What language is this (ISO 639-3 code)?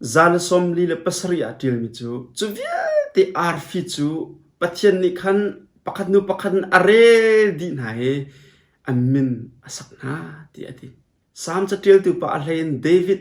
cnh